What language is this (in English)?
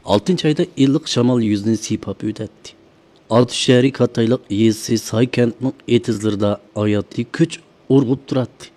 Uyghur